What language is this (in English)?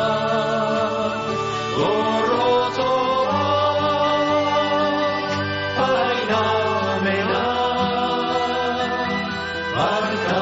Basque